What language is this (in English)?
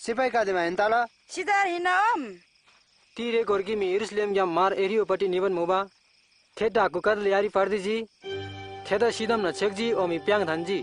Eastern Tamang